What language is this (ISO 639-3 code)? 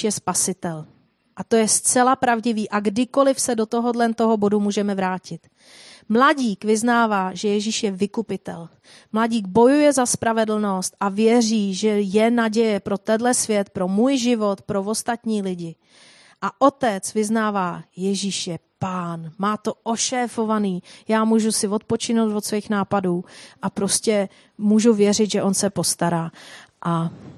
ces